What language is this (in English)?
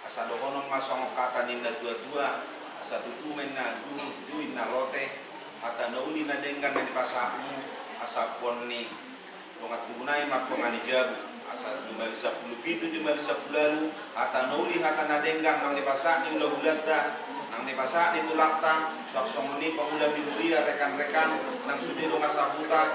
Batak Toba